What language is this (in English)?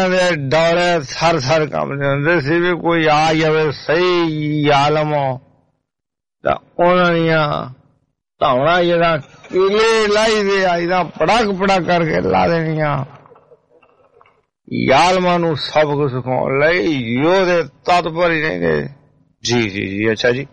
Punjabi